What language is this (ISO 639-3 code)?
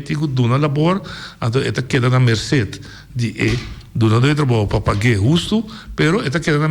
pap